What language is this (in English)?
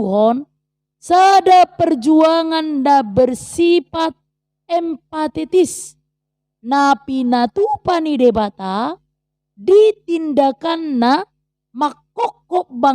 Batak Toba